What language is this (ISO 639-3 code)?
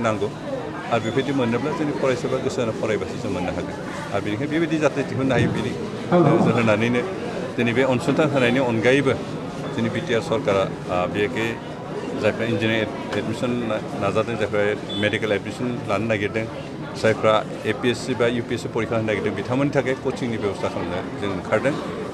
brx